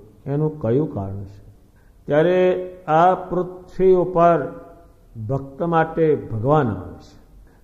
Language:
Gujarati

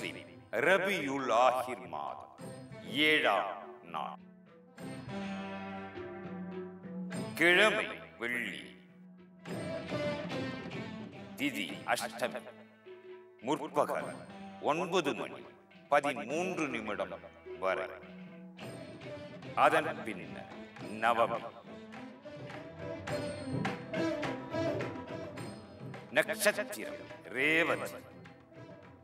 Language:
Tamil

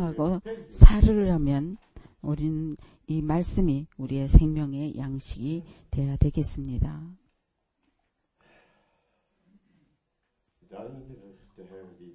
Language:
Korean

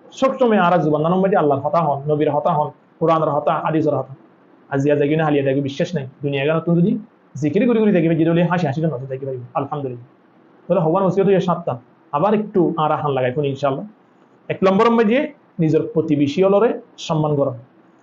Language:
Rohingya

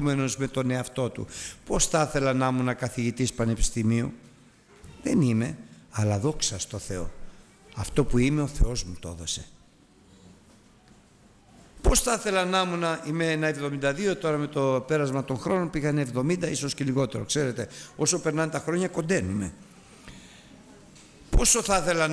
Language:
Greek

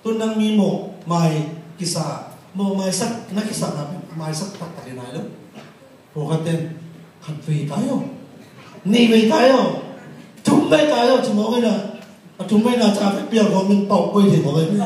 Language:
Tedim Chin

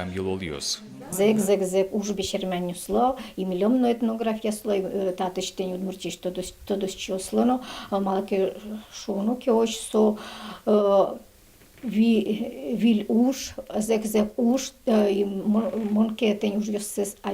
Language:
Udmurt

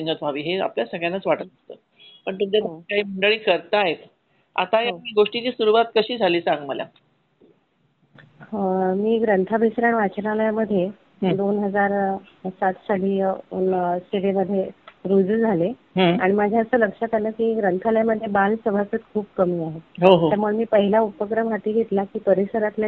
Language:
Marathi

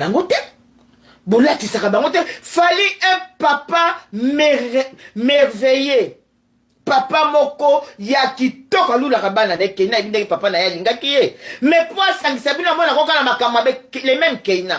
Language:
Lingala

